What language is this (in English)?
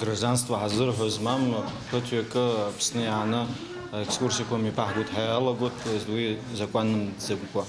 Abkhazian